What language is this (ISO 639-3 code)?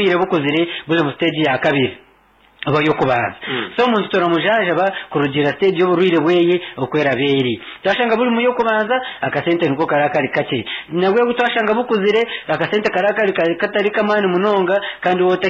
nyn